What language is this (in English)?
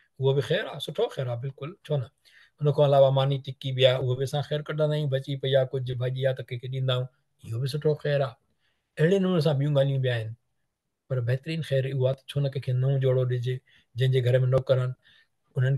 Sindhi